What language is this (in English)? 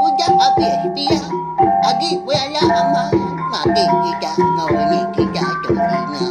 Iban